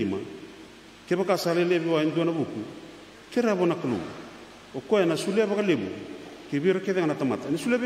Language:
Fijian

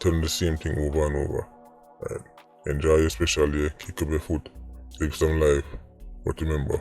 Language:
Jamaican Creole English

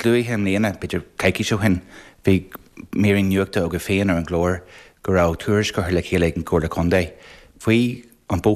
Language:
Irish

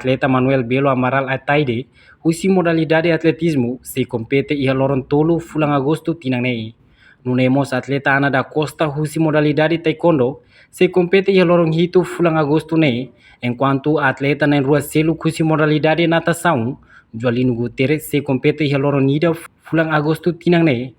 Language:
Tetum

